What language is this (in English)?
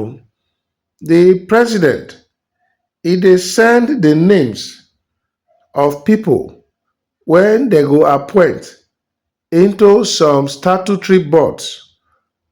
Nigerian Pidgin